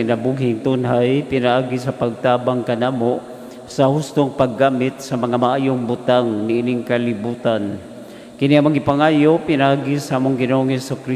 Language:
Cebuano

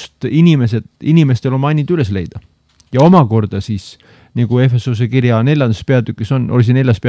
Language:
Estonian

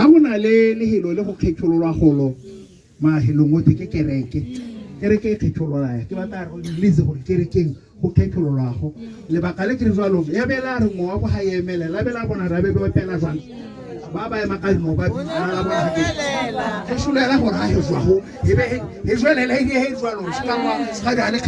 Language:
Tswana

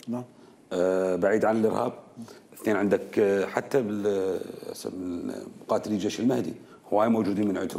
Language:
Mesopotamian Arabic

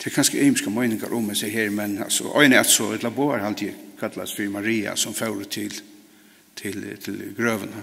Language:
Faroese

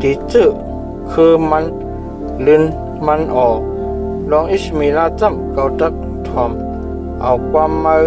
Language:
Shan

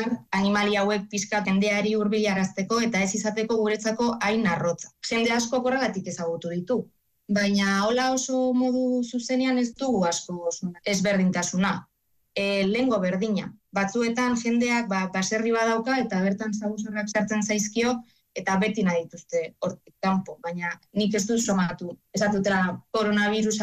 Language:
Basque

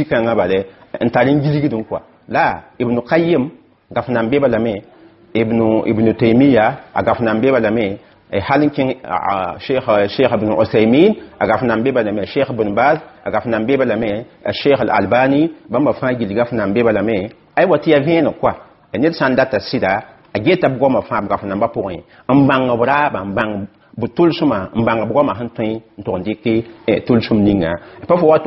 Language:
Mossi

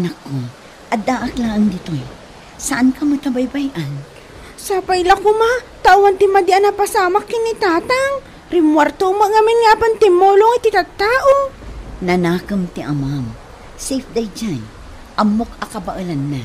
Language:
Iloko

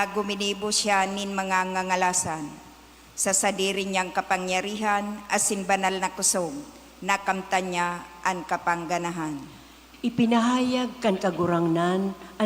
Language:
Bikol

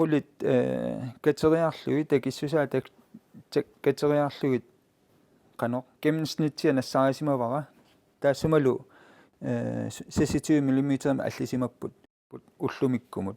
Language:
Kalaallisut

